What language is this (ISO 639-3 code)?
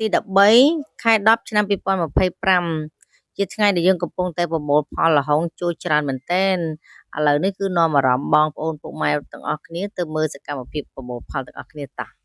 khm